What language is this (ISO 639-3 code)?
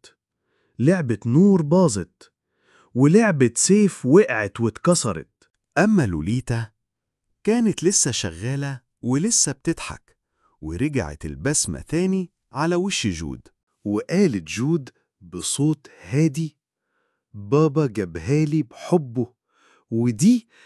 arz